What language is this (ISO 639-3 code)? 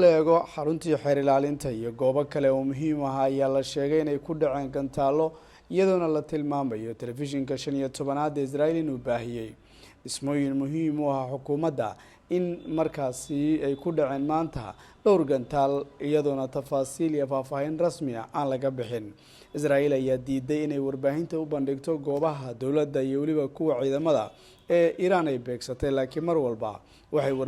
som